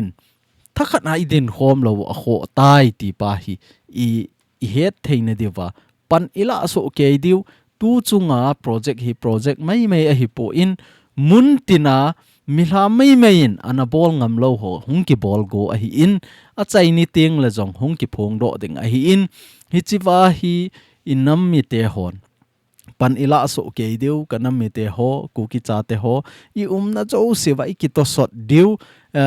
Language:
Thado Chin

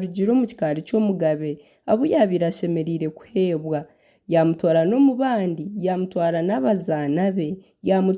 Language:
Nyankole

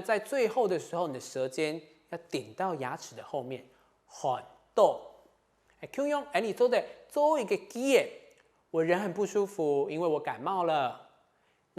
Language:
Hakka Chinese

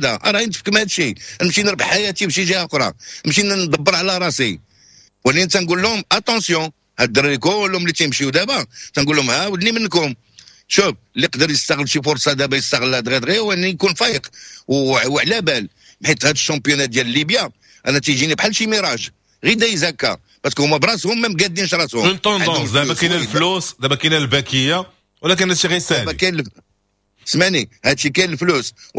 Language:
Moroccan Arabic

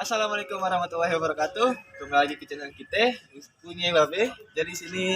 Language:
Betawi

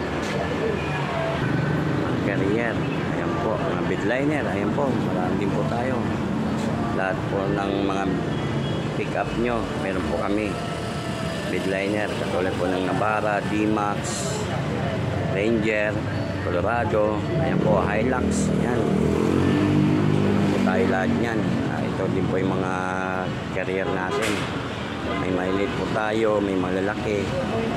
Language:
Filipino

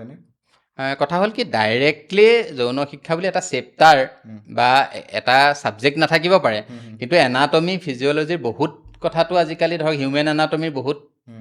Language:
Assamese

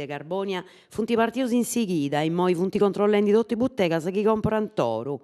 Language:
Sardinian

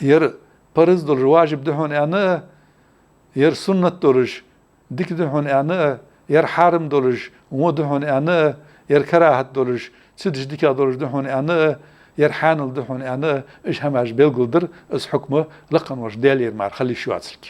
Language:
Ingush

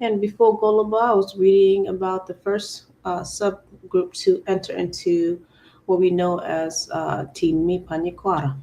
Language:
Acoli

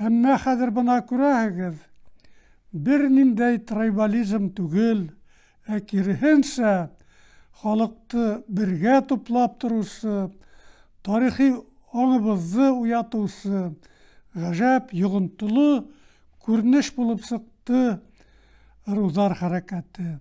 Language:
Bashkir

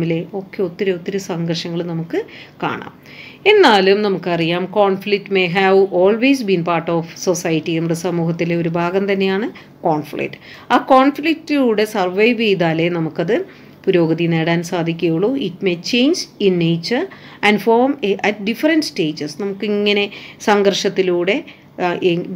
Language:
Malayalam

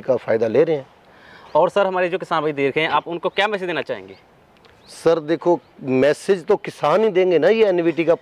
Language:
Hindi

